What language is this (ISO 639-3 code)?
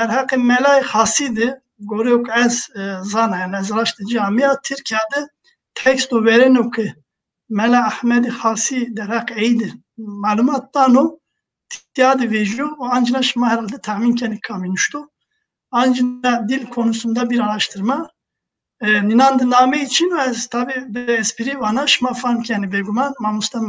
zza